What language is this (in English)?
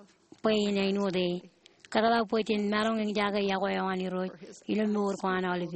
Marshallese